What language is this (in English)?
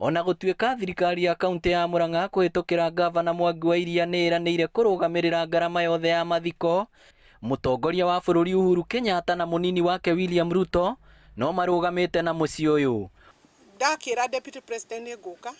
Kikuyu